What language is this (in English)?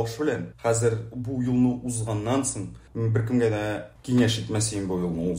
Tatar